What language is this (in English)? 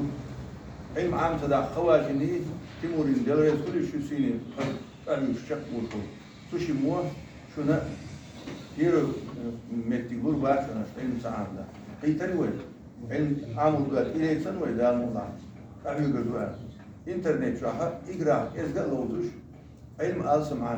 Chechen